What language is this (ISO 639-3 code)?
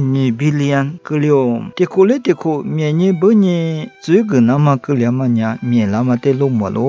lis